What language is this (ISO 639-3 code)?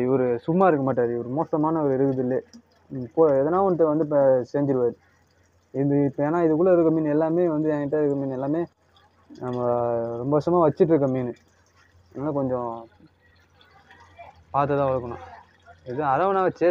tam